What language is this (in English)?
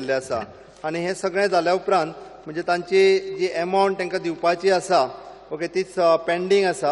Konkani